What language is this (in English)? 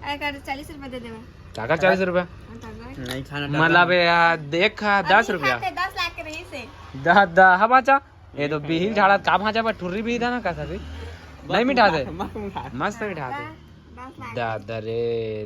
Chhattisgarhi